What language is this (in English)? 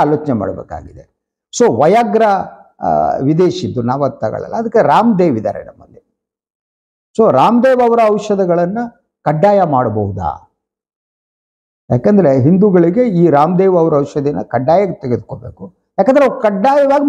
Kannada